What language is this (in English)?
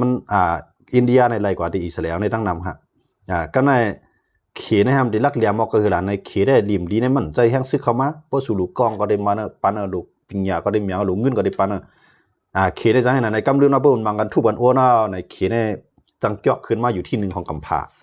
Shan